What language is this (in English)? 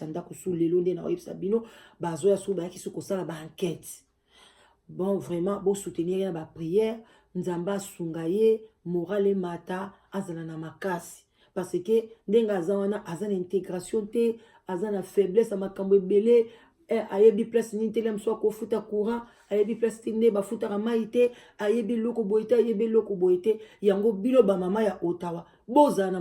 Lingala